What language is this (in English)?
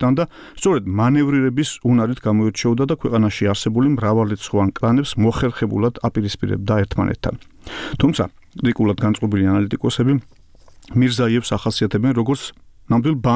Georgian